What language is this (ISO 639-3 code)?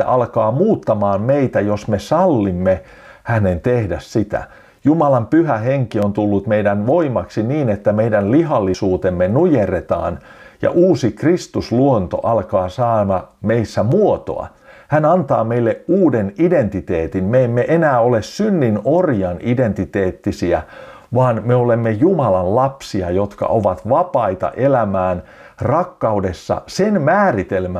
fin